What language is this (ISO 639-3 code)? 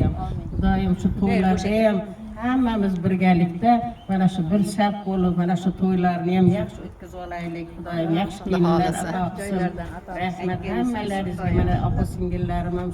uzb